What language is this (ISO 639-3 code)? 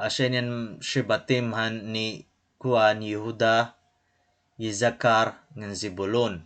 war